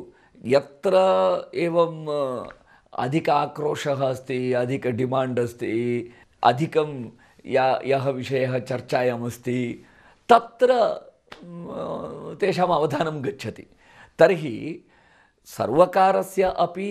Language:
Sanskrit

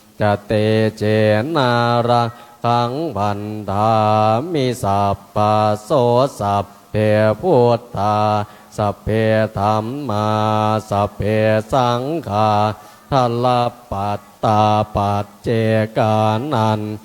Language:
Pali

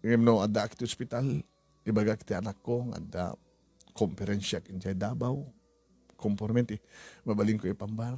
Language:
Iloko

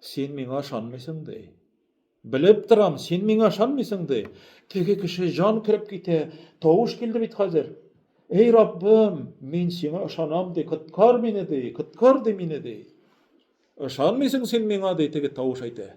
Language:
Tatar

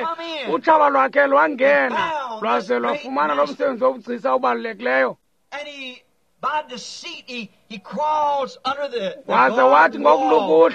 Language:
Xhosa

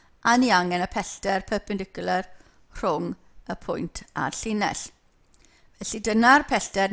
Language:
Welsh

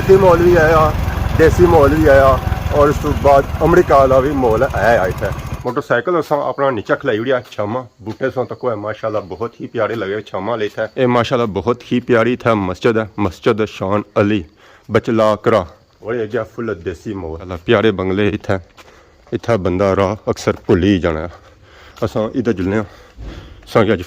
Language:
Pahari-Potwari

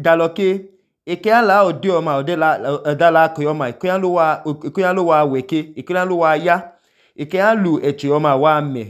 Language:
Idoma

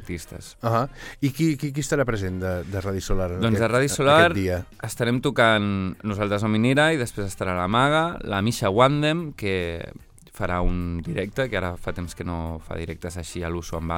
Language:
Catalan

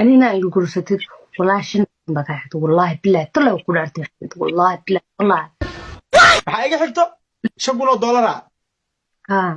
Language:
Somali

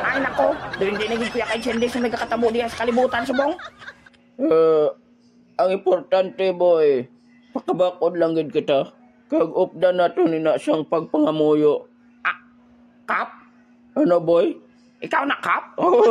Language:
Hiligaynon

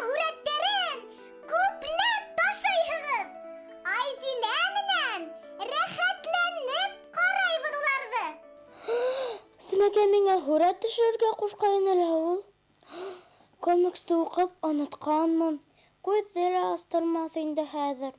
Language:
Bashkir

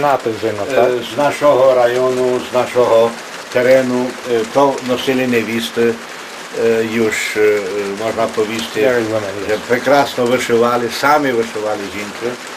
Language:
Rusyn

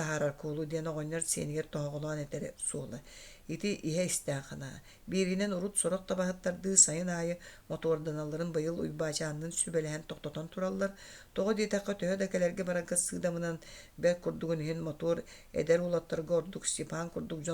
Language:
Yakut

